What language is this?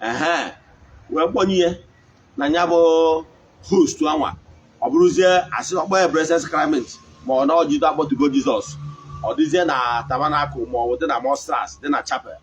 Igbo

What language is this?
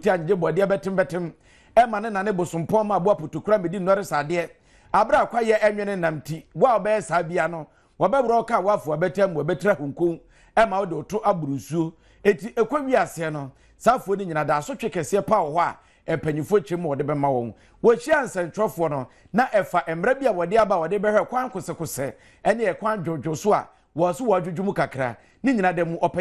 Akan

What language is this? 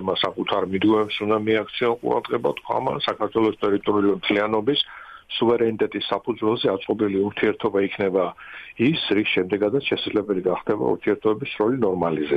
Georgian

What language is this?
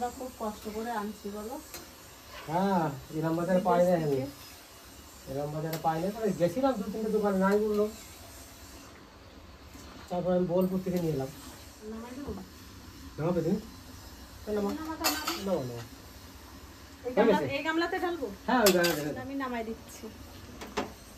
Bangla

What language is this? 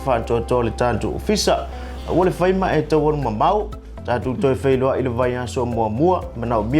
Samoan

